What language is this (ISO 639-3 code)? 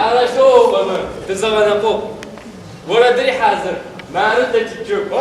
ady